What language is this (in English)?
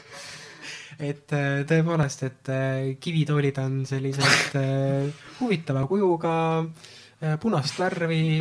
Estonian